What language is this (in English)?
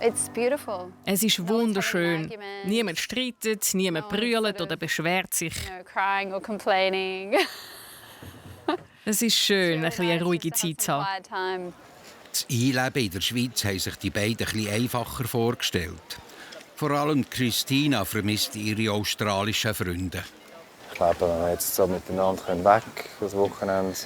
Swiss German